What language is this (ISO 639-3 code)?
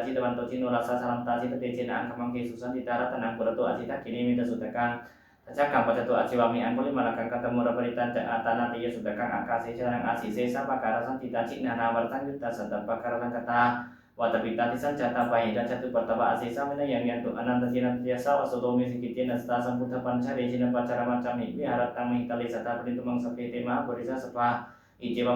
pli